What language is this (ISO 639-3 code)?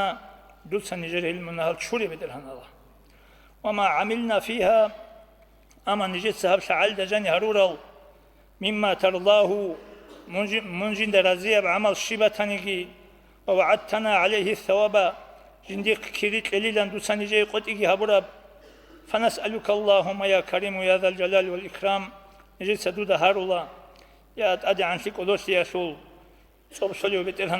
ava